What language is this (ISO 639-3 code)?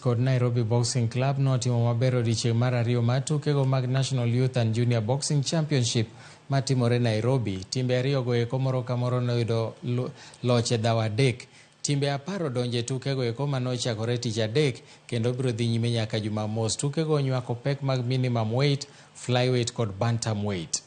luo